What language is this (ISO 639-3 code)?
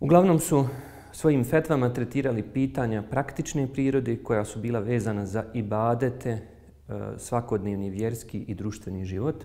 bos